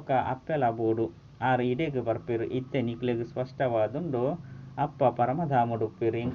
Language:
Tulu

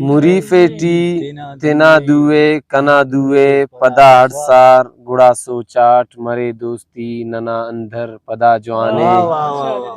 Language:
Brahui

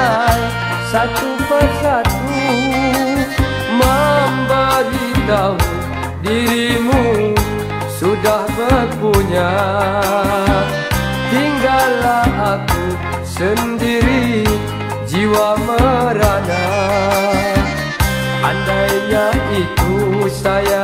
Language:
Malay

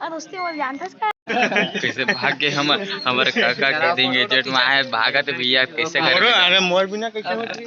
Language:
Chhattisgarhi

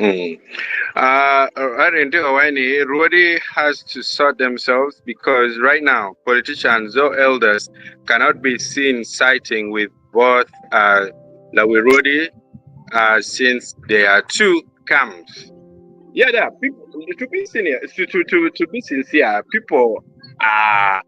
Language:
Acoli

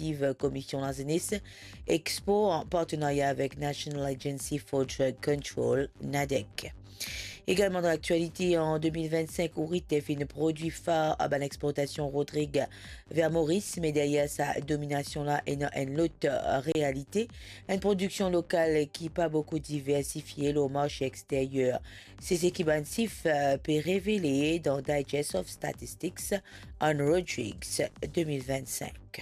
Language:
Morisyen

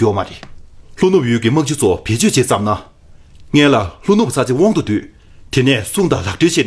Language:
Tibetan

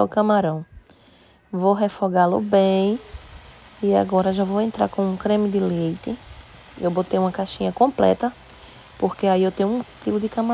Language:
Portuguese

